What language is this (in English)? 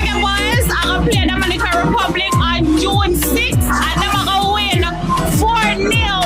Jamaican Creole English